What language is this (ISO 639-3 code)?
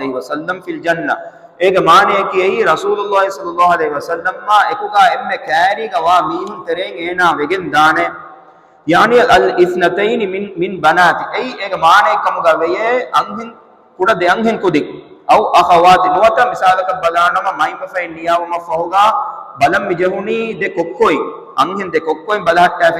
div